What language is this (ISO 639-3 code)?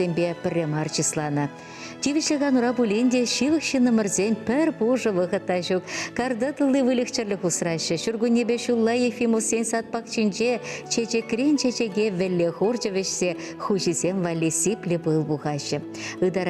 chv